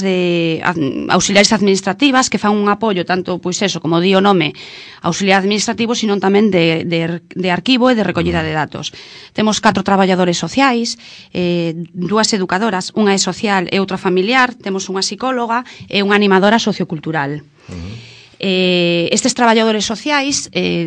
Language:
Galician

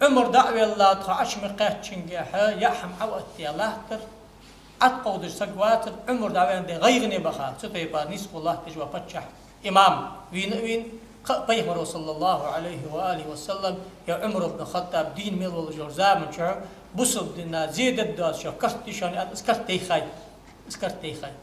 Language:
Ingush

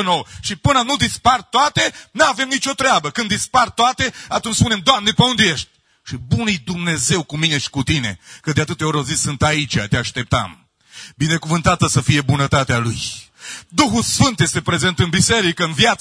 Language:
Romanian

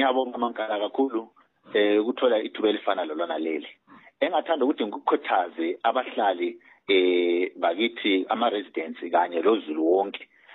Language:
North Ndebele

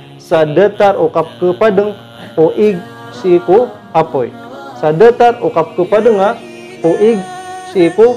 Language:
Maranao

